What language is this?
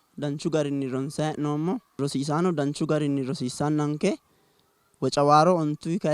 Sidamo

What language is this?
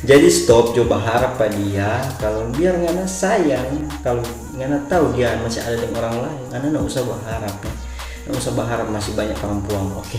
Manado Malay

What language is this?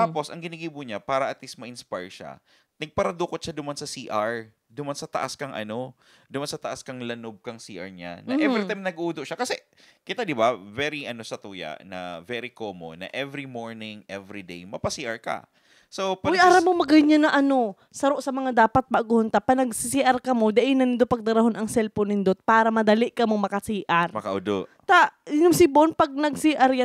Bikol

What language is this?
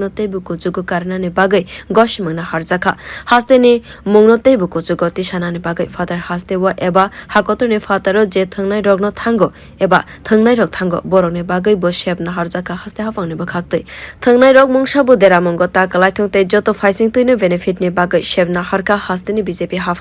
Kok Borok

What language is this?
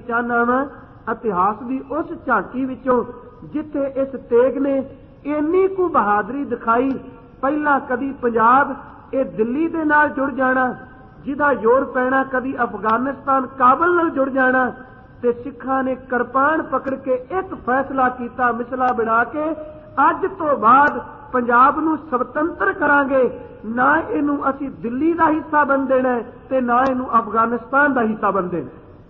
Punjabi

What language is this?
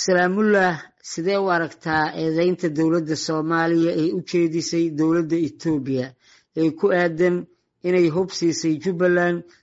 Somali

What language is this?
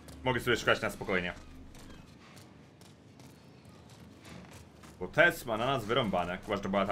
Polish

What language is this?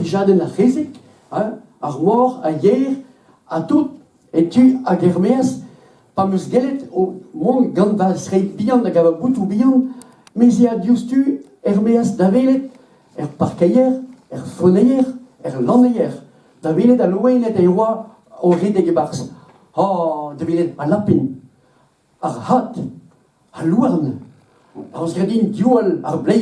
Breton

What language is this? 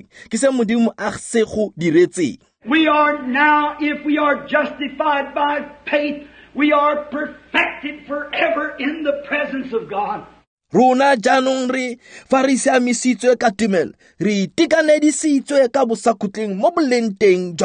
Tswana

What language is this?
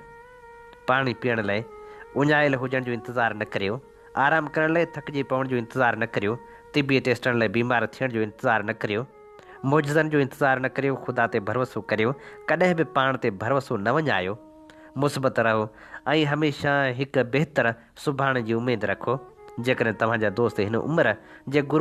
Sindhi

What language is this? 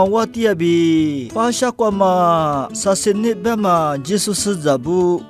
Lisu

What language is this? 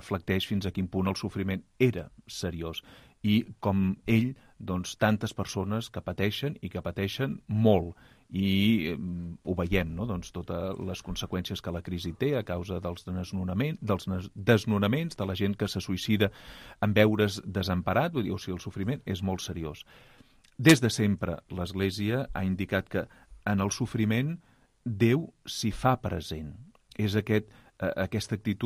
Catalan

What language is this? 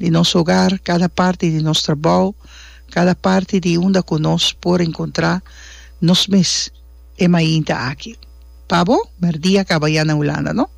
Papiamento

